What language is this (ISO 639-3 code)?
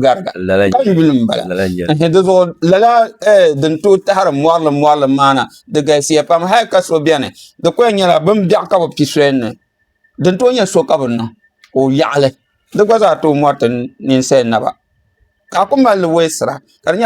dag